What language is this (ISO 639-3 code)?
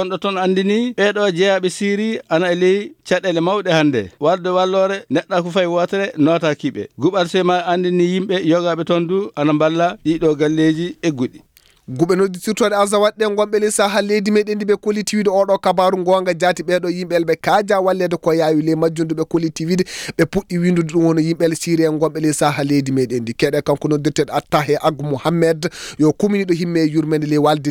ful